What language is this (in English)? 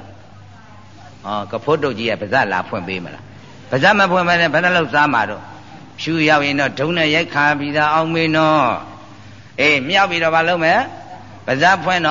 Burmese